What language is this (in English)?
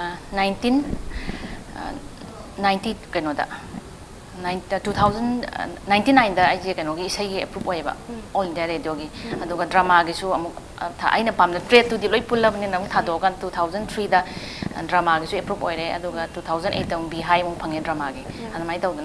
Manipuri